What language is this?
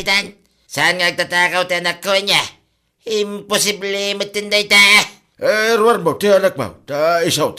Iloko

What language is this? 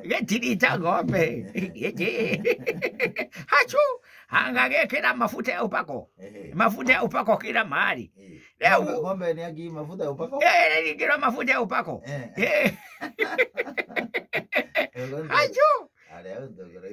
Swahili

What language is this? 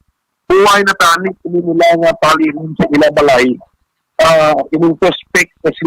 Hiligaynon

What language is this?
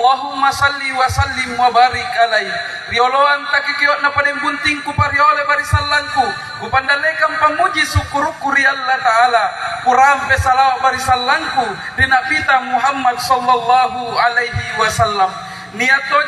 Makasar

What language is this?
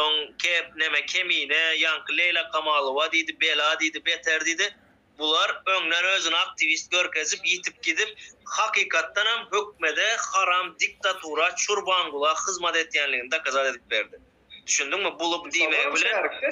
Turkmen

